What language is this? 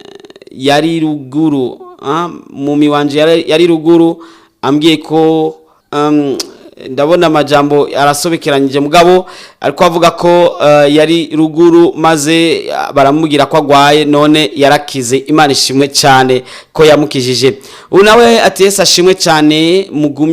Rundi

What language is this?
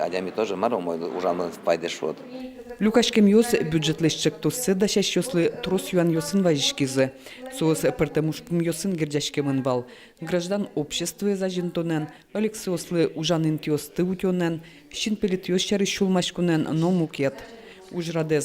Udmurt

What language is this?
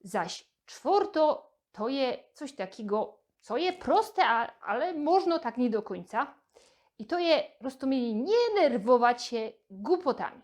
Silesian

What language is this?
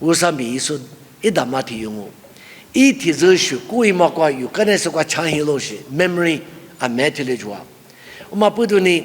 Lisu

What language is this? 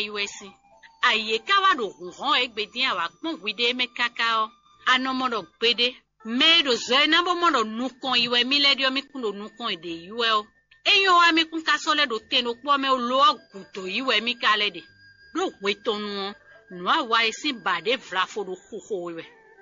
Fon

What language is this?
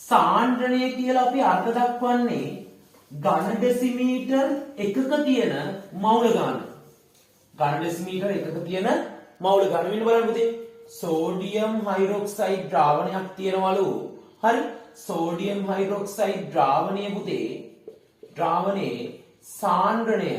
Sinhala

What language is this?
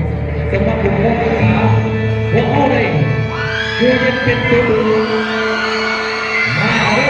Lao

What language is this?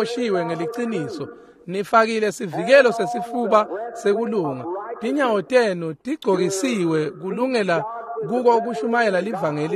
Swati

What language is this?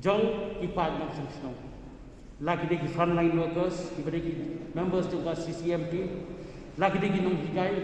Khasi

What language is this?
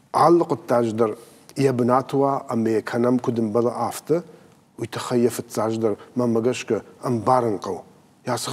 Ossetic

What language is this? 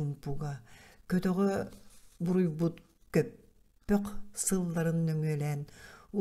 Yakut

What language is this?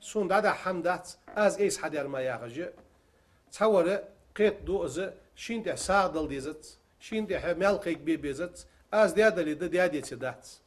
Ingush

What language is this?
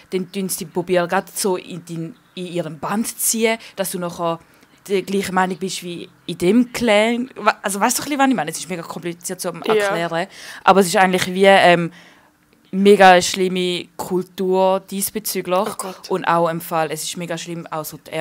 Swiss German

